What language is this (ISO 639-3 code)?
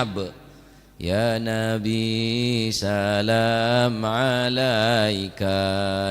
mad